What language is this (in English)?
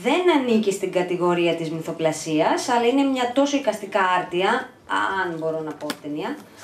Greek